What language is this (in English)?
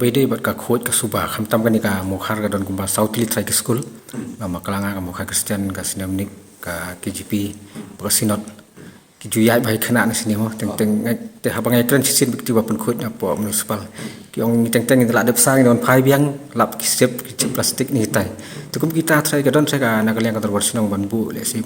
Khasi